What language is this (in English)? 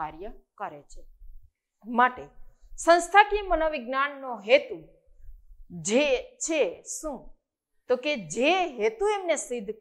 Gujarati